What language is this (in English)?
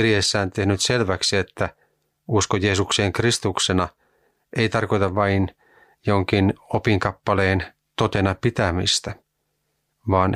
Finnish